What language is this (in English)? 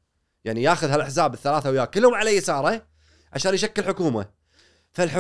Gulf Arabic